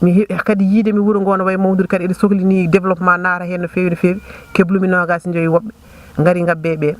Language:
Fula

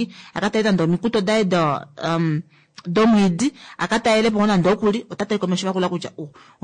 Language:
Kuanyama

